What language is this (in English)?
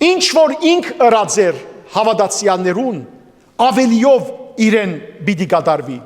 Western Armenian